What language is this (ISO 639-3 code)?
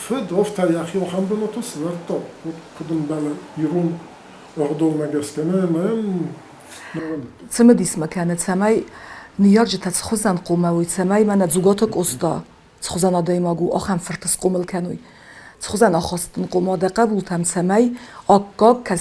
oss